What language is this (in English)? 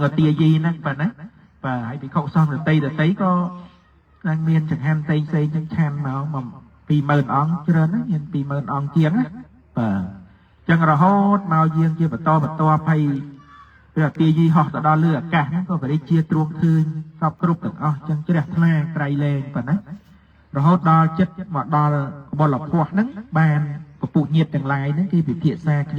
Khmer